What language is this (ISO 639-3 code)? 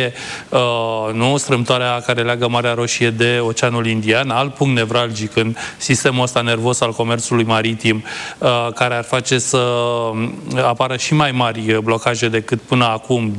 ron